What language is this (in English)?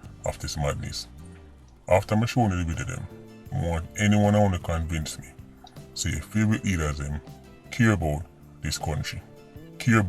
Jamaican Creole English